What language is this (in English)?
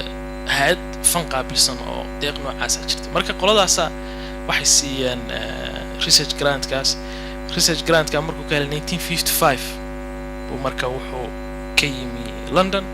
Somali